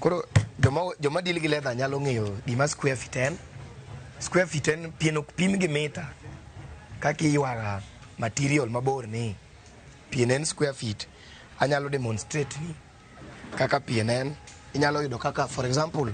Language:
Luo (Kenya and Tanzania)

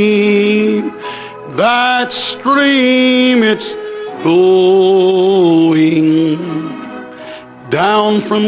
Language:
English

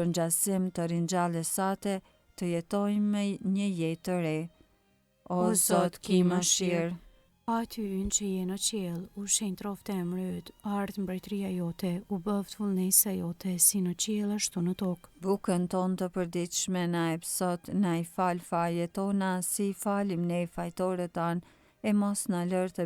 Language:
Albanian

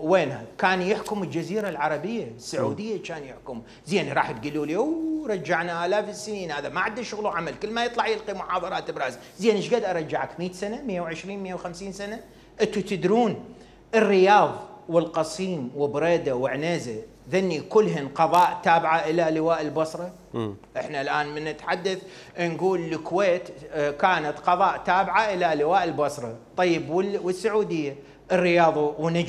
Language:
Mesopotamian Arabic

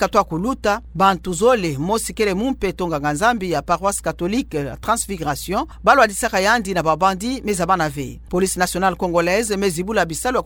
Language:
Kituba (Democratic Republic of Congo)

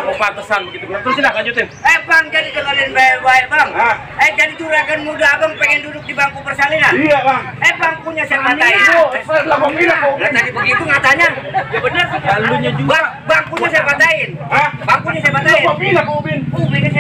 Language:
Betawi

